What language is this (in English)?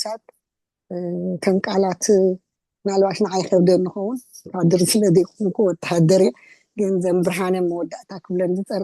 Tigrinya